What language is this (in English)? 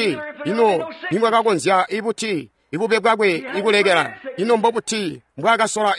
Tonga (Zambia)